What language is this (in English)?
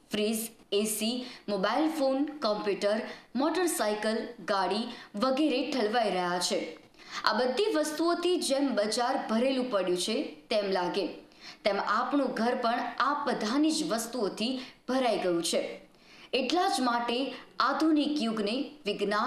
Gujarati